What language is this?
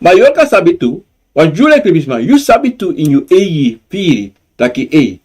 Sranan Tongo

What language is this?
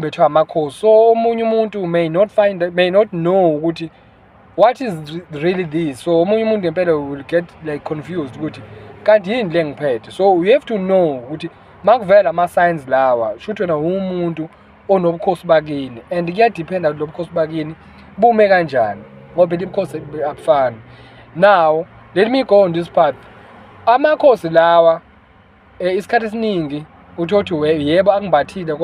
Zulu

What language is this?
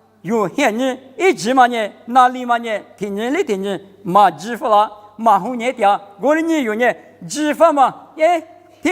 Lisu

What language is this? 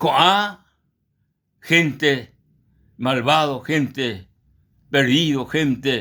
Guarani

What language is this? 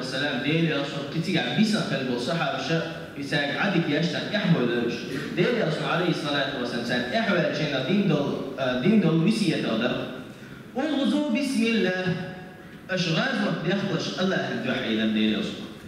Chechen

